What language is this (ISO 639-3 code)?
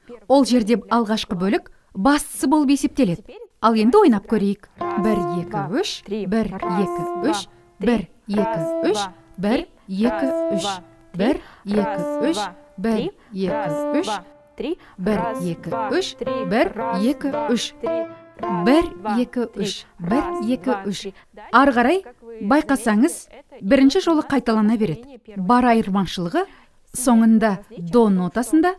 kaz